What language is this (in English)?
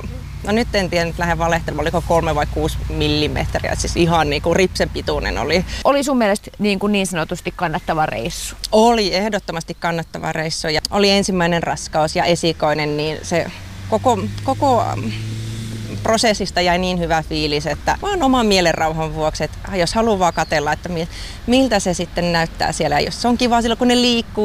Finnish